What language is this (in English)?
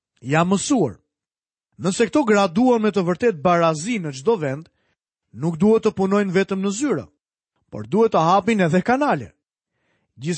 Albanian